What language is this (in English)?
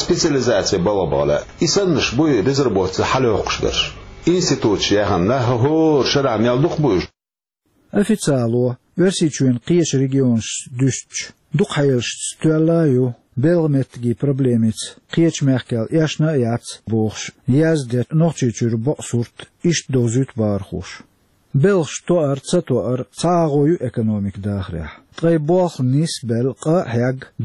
Chechen